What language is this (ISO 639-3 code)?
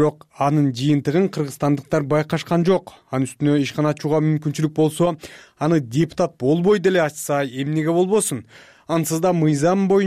kir